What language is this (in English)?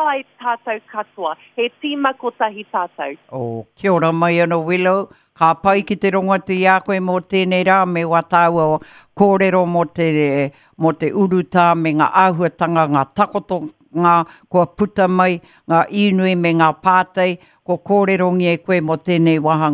Māori